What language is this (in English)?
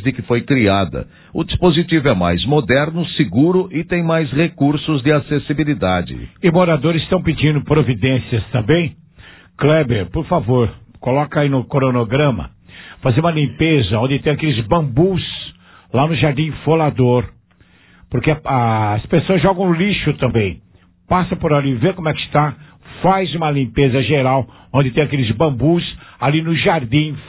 Portuguese